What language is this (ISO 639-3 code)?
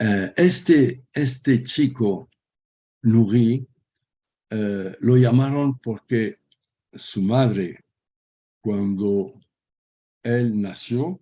lad